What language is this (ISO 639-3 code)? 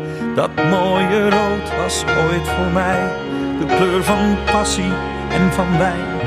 nld